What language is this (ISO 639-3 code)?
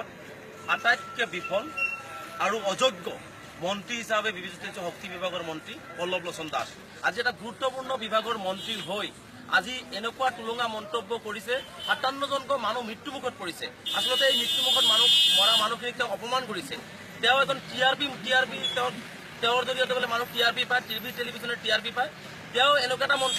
asm